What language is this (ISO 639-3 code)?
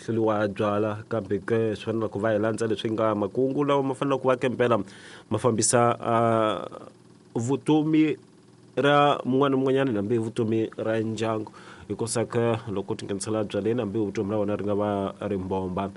tso